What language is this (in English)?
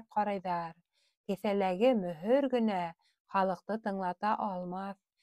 Bashkir